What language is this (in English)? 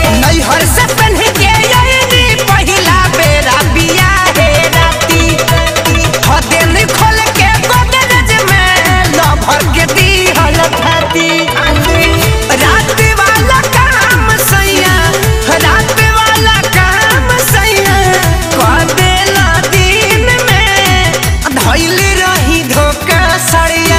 Bhojpuri